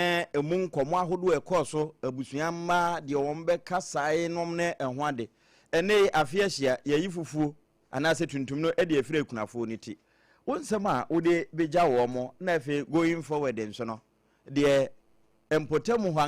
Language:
Akan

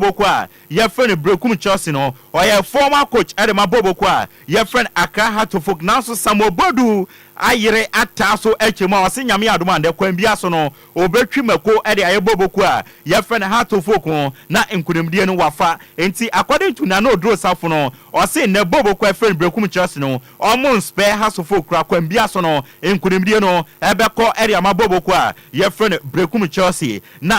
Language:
Akan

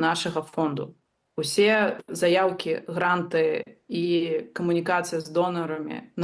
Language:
Belarusian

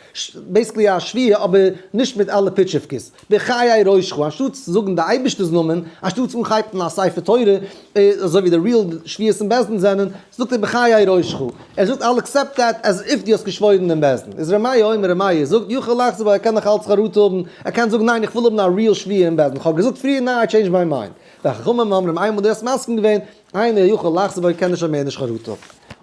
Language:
Yiddish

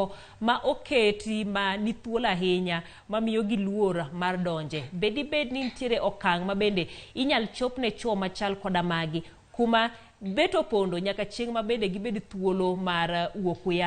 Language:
Luo (Kenya and Tanzania)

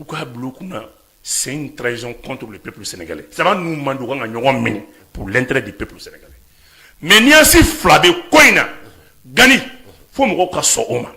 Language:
Bambara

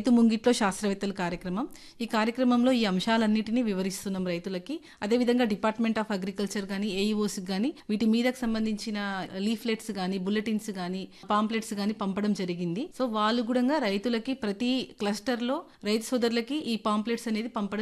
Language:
Telugu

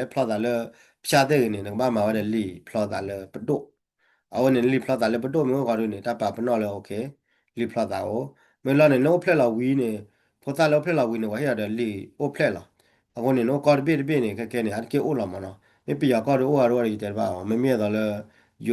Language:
S'gaw Karen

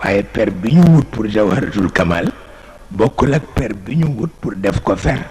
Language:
Wolof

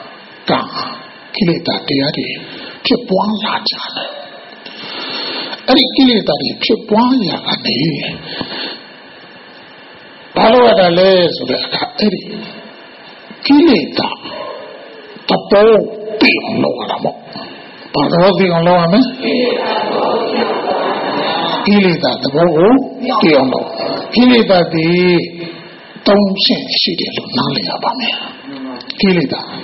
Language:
Burmese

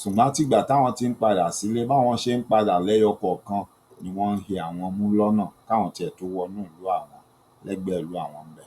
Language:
Yoruba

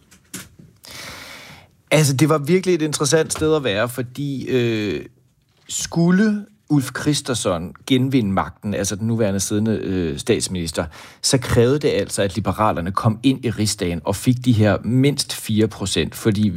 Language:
Danish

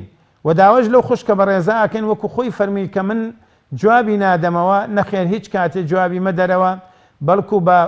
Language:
Central Kurdish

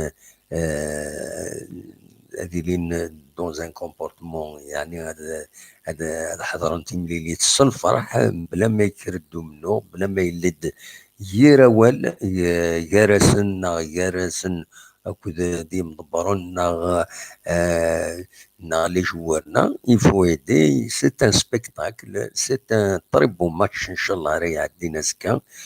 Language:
Kabyle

